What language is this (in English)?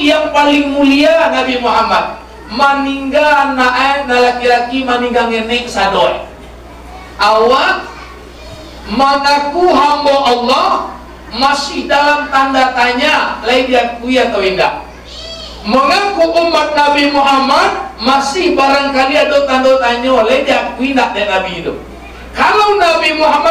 Minangkabau